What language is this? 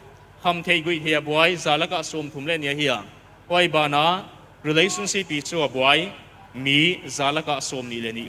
Paite Chin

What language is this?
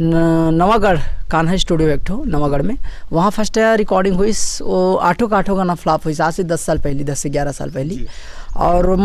Chhattisgarhi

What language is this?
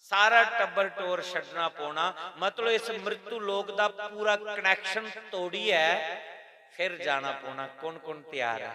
Dogri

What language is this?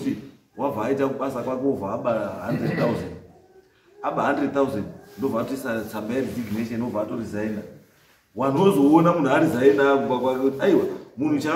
Shona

